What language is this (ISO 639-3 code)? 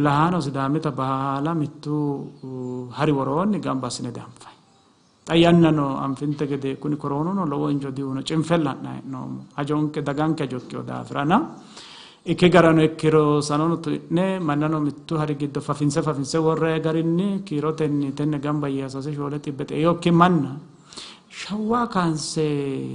sid